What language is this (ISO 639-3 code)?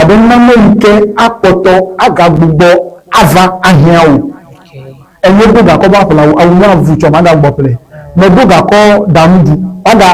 ewe